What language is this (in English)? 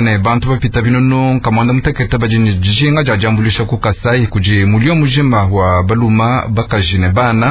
Luba-Lulua